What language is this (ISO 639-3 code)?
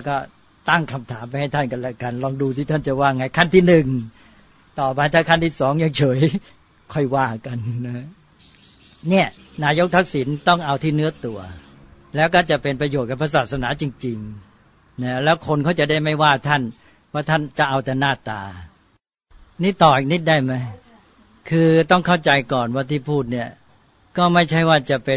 tha